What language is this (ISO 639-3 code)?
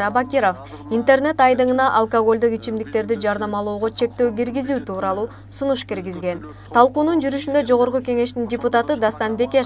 kir